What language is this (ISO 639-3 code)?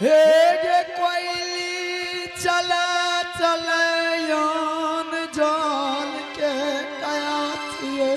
anp